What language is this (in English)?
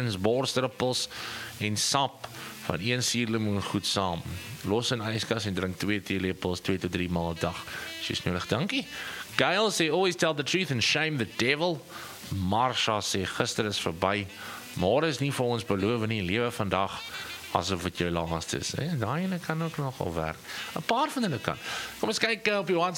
Afrikaans